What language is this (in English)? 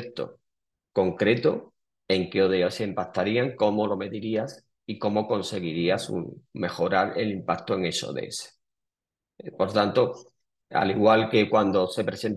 Spanish